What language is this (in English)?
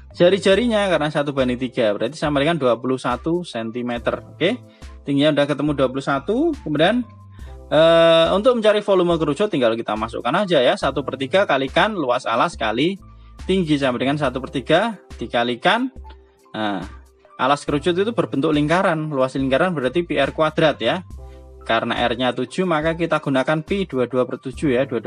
Indonesian